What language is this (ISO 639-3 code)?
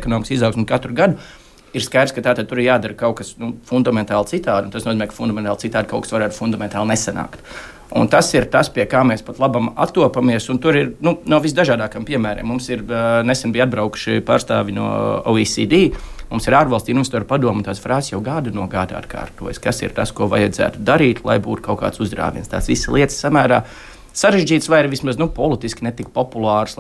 lav